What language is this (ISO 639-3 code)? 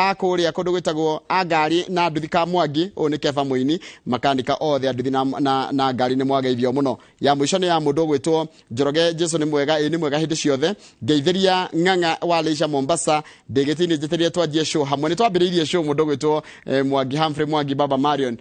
kik